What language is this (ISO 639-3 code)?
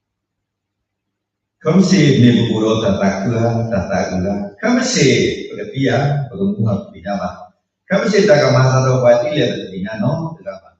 ksw